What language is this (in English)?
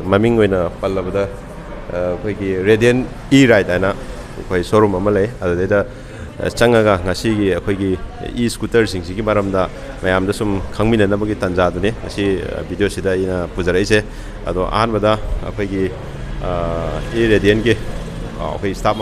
Manipuri